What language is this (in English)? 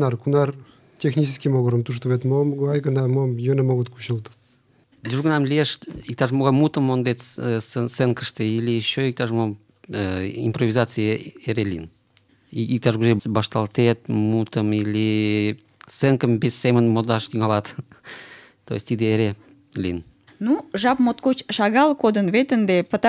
Mari